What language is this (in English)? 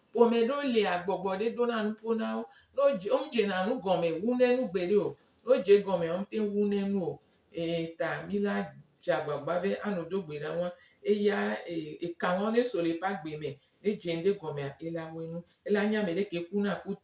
Gen